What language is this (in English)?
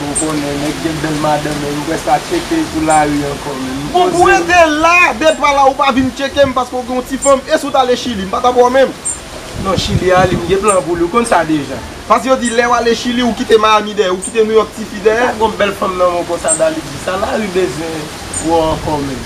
Haitian Creole